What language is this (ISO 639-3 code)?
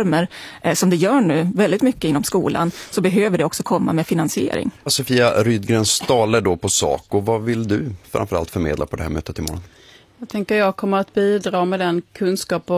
swe